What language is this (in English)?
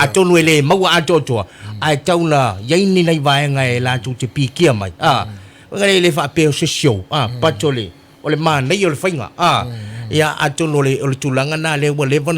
Samoan